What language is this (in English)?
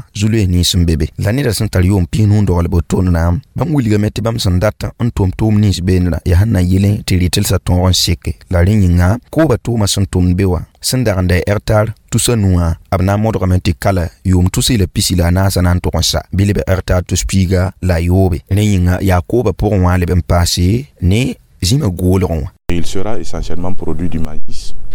Mossi